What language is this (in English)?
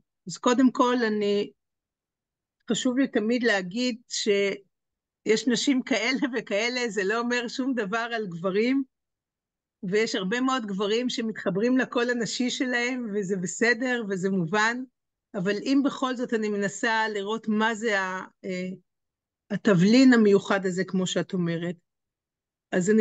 Hebrew